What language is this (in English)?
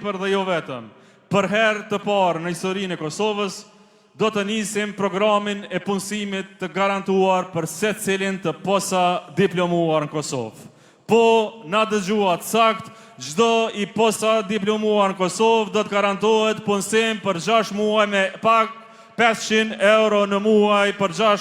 Albanian